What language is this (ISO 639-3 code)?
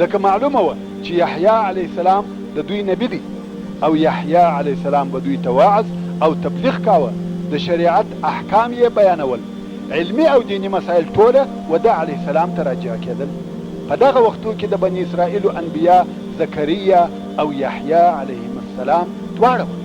pus